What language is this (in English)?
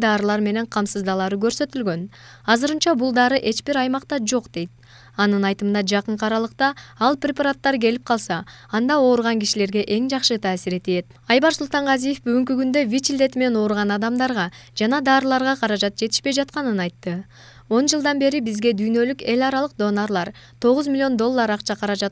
Kyrgyz